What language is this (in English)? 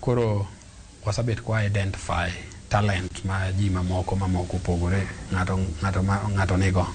Luo (Kenya and Tanzania)